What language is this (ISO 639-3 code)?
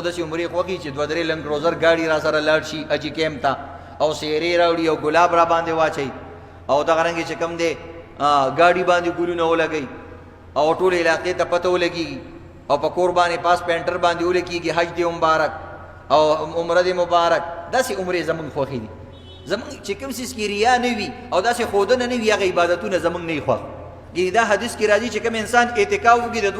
pus